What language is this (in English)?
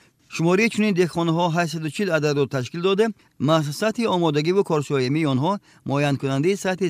Tajik